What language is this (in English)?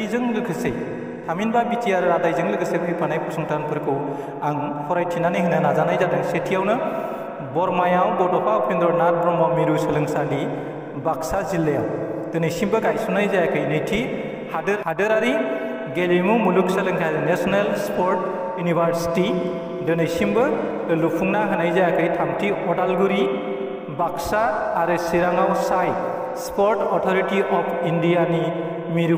Bodo